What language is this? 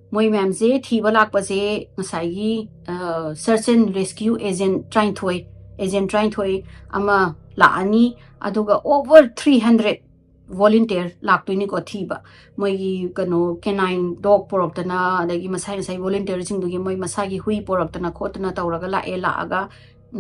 Manipuri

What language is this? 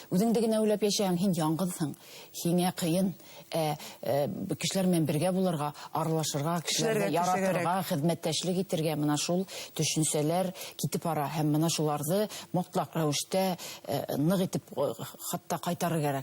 Bashkir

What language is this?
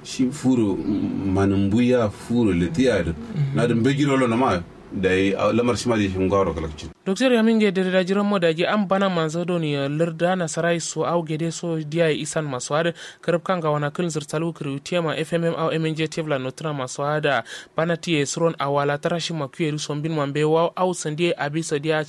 Kanuri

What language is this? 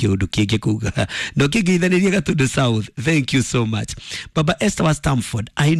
Kikuyu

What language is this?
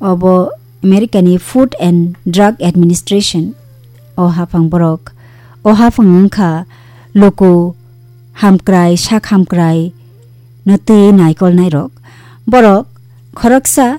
Kok Borok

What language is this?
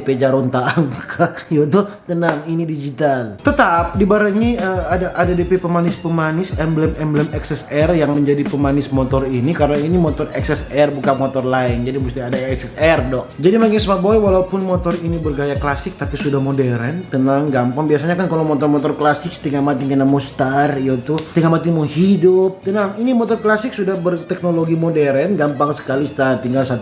Manado Malay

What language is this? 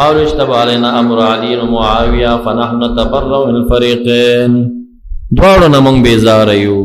Pashto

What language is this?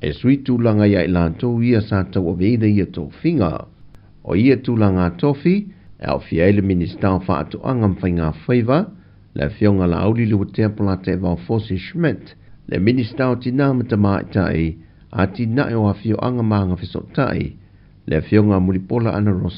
Samoan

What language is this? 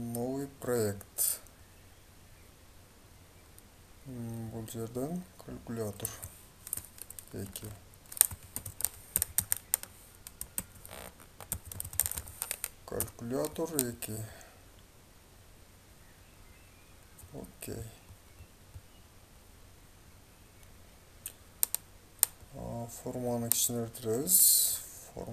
Kazakh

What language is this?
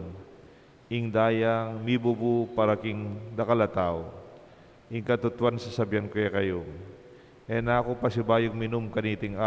Pampanga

